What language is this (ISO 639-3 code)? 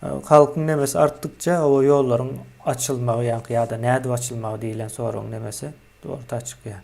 tuk